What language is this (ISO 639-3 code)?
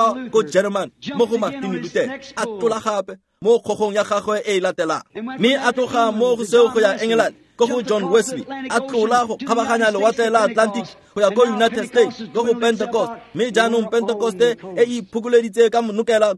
tsn